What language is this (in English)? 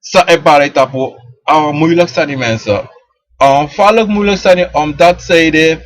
Sranan Tongo